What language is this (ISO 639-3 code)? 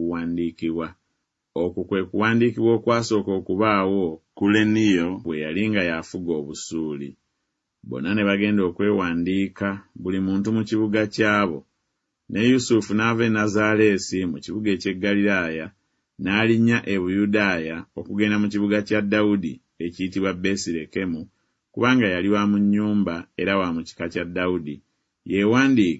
lug